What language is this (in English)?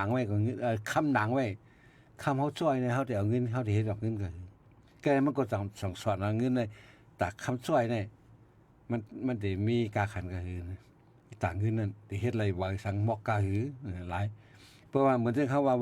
Shan